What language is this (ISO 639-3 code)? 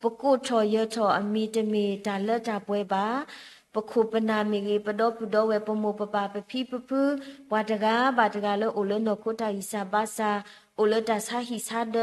ksw